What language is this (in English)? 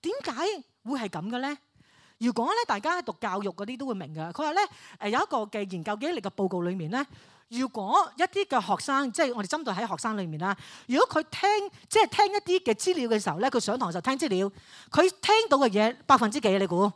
Cantonese